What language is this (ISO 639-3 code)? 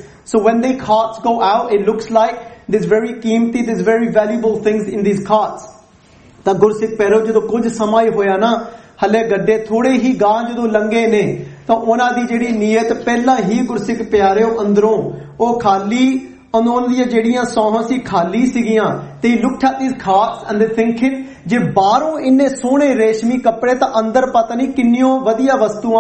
pan